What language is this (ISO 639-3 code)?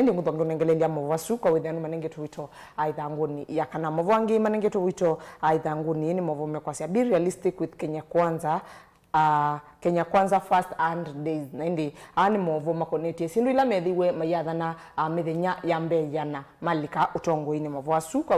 kam